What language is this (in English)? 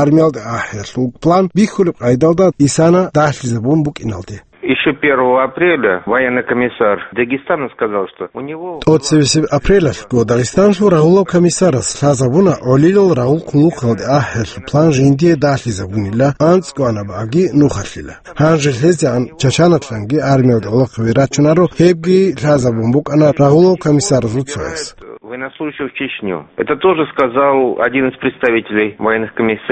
Avaric